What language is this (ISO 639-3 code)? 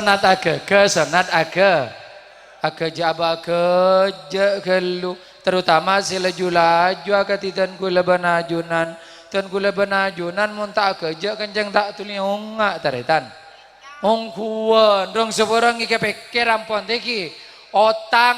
mad